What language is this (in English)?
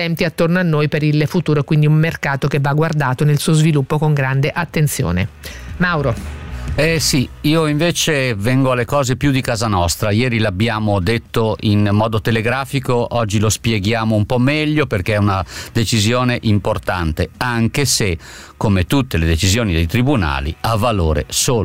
Italian